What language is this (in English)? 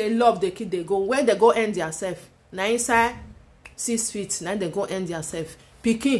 Nigerian Pidgin